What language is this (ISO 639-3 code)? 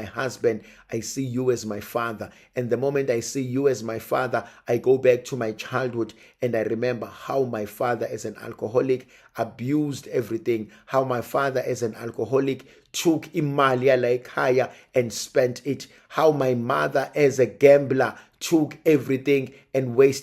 zul